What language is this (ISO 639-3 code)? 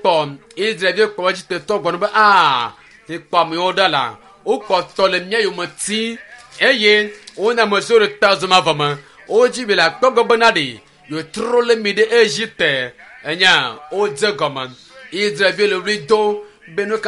ewe